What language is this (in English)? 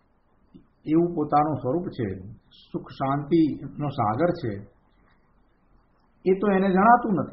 Gujarati